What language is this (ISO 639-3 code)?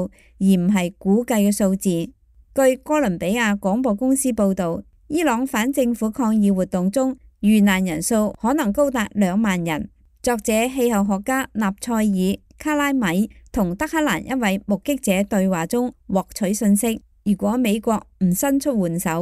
yue